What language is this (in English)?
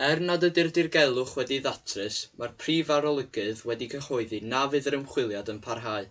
Welsh